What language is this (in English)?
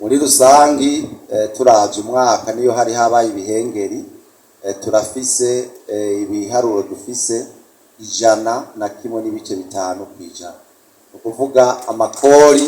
Rundi